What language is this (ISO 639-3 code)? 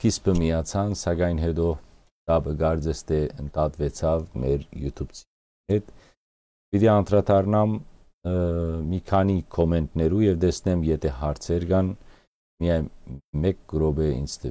hyw